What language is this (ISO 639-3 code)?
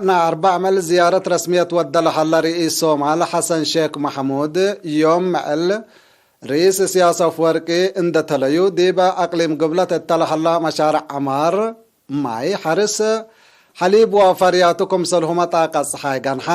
tig